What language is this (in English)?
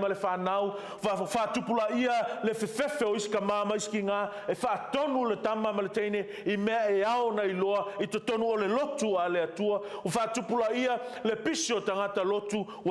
Samoan